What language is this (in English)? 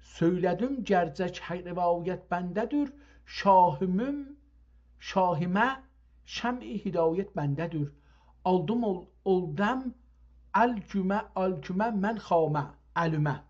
South Azerbaijani